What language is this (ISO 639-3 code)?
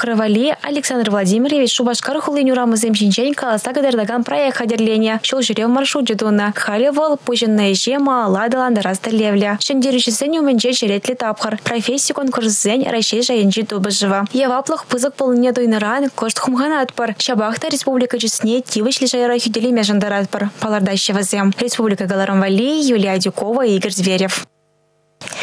chv